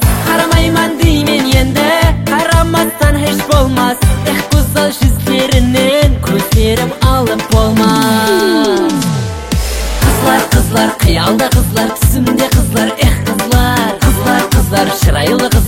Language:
Kazakh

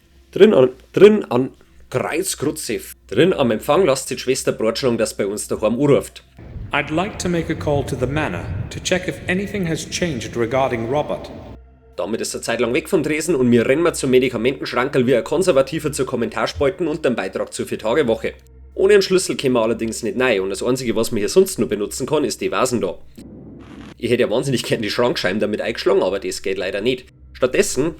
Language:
Bavarian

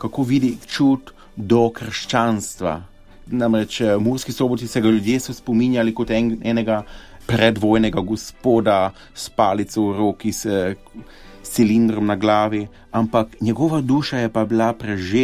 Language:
Slovenian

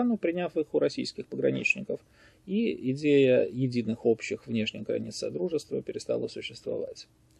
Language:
Russian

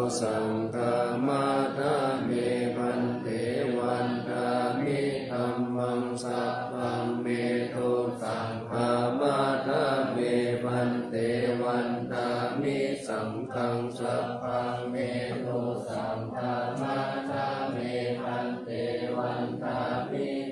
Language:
Pali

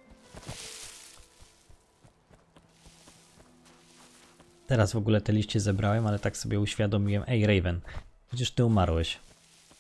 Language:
Polish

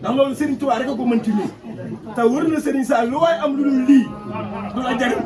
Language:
Wolof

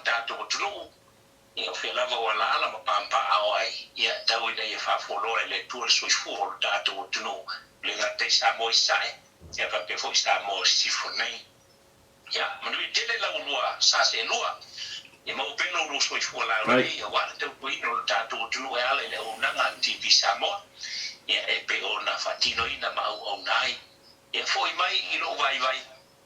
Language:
Samoan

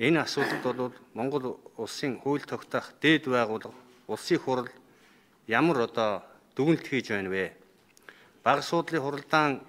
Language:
Mongolian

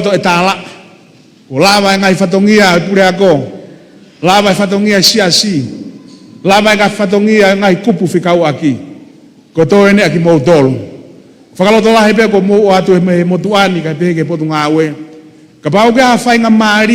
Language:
Tongan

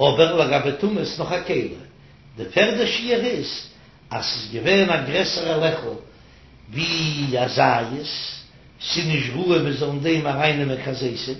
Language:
Yiddish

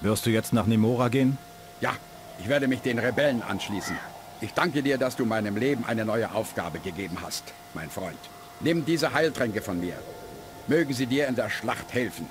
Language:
Bavarian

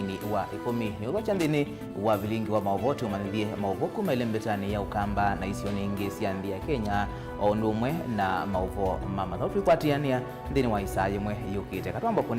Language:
Kamba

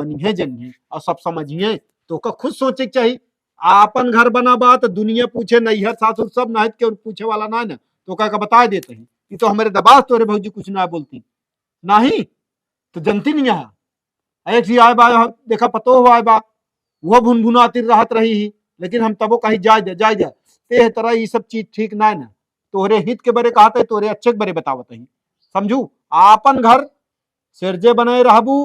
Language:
Awadhi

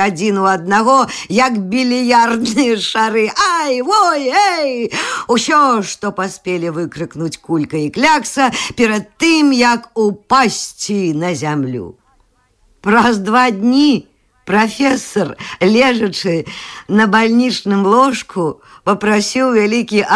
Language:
Belarusian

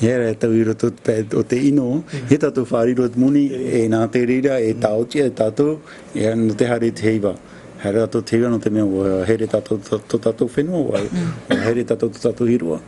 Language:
Tahitian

